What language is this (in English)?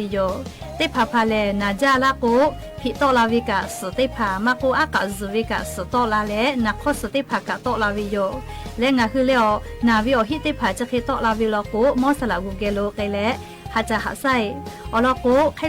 Lahu